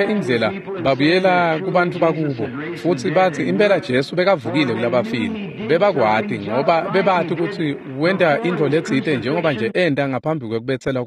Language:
Swati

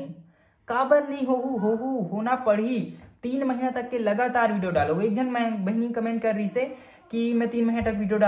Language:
Chhattisgarhi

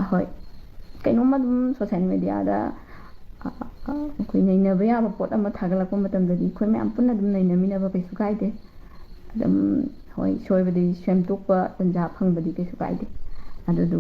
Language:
Manipuri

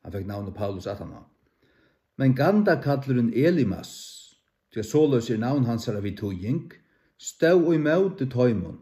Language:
Faroese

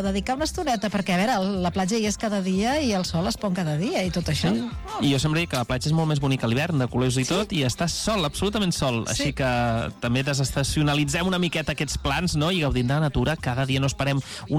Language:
Catalan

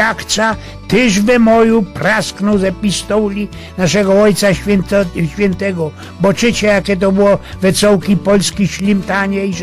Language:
Silesian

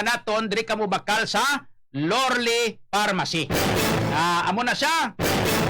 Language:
Hiligaynon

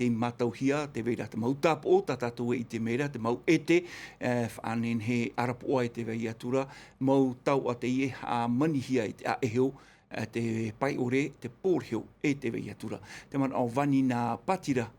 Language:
Tahitian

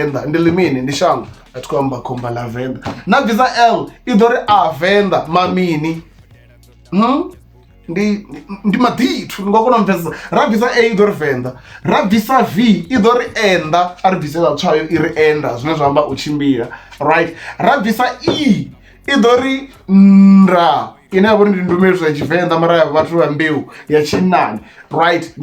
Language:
Venda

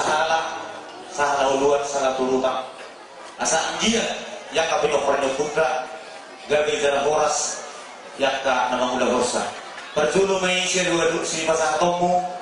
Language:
Batak Toba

